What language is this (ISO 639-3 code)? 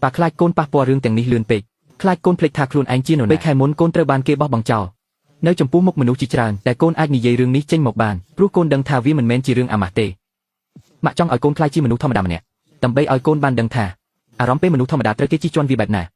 khm